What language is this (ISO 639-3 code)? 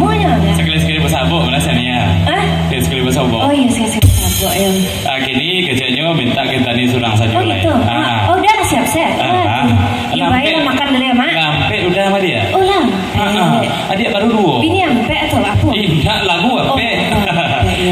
min